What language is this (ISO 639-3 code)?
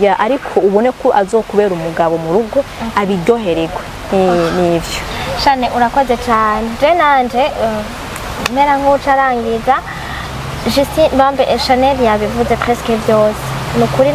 run